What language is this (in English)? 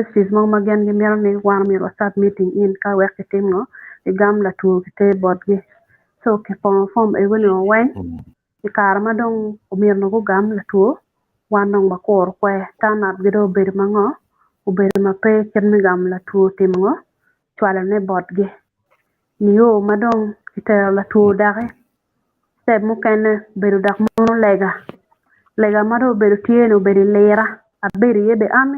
Acoli